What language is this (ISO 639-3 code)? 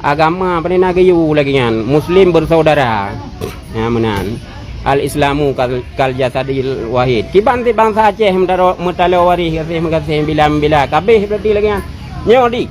ace